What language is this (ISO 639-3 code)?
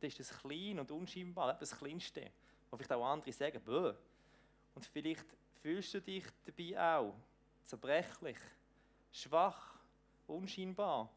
gsw